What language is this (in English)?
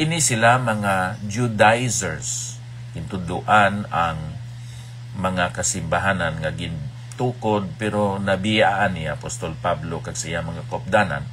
Hiligaynon